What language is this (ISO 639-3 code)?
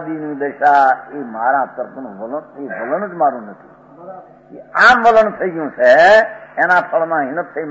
guj